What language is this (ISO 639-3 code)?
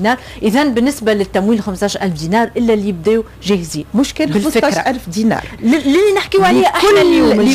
aeb